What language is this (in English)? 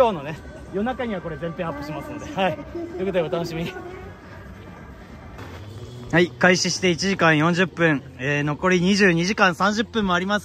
Japanese